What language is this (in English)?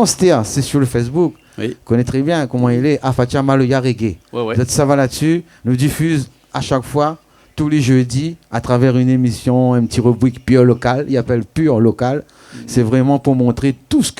Réunion Creole French